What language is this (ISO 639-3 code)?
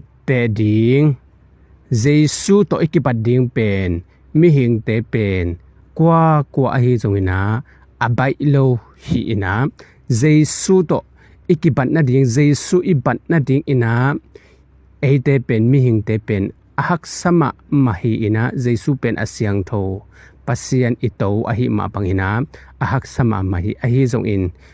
ctd